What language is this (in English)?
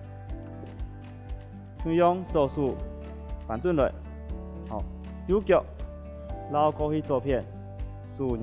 Hakka Chinese